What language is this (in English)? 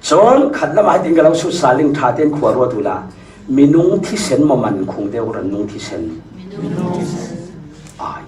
Falam Chin